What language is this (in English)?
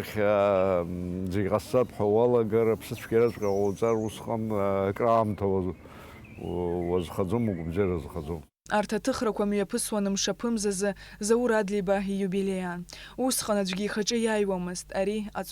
Abkhazian